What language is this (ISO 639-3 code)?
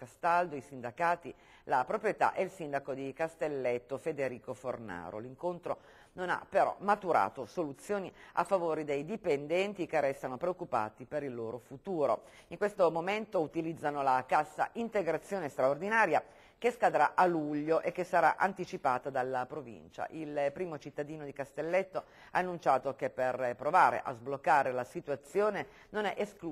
ita